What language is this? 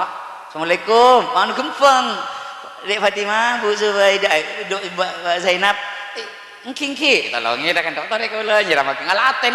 Madurese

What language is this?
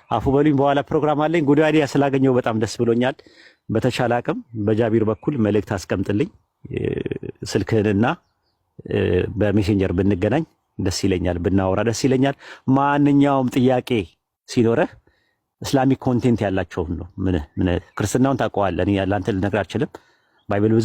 Amharic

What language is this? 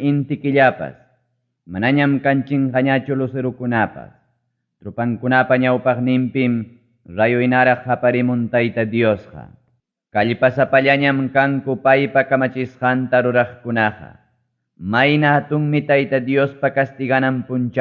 Ayacucho Quechua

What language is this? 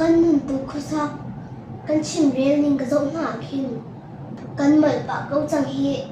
Hakha Chin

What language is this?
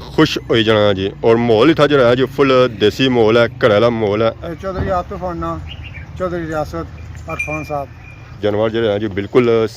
Pahari-Potwari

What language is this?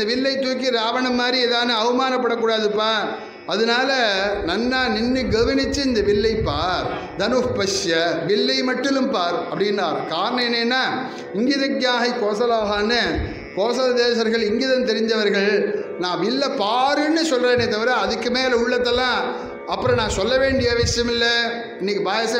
Tamil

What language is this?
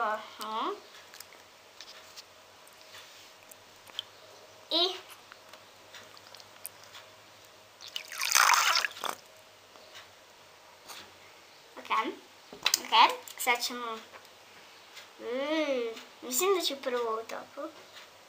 Croatian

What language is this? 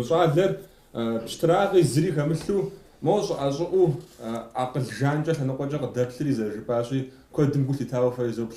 Kabardian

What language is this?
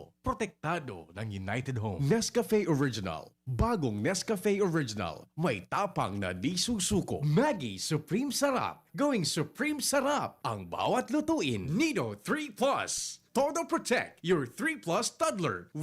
Bikol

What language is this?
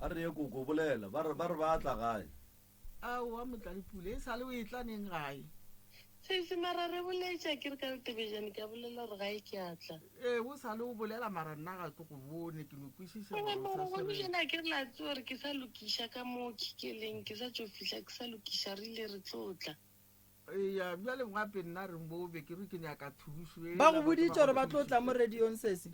Northern Sotho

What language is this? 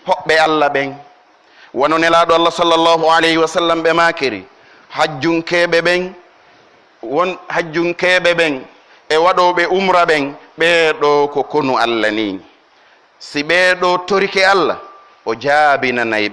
Pular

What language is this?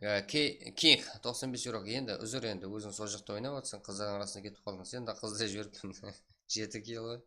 Kara-Kalpak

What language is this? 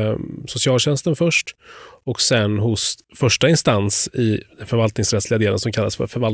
Swedish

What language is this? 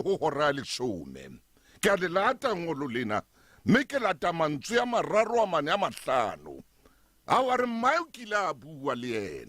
Southern Sotho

